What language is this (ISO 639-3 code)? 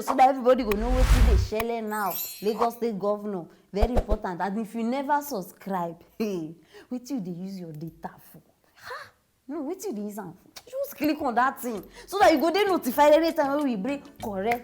pcm